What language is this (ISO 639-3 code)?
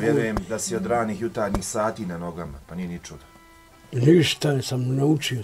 bos